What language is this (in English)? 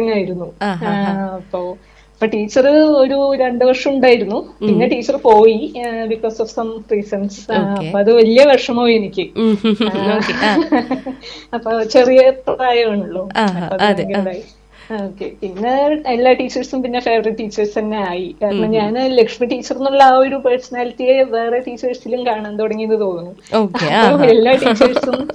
Malayalam